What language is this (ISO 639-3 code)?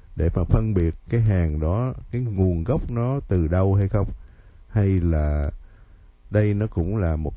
vie